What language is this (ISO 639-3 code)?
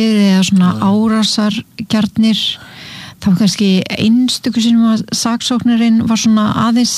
isl